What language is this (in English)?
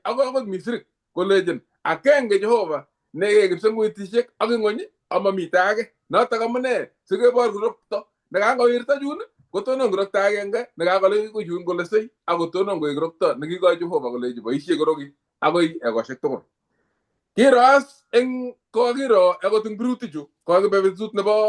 Kalenjin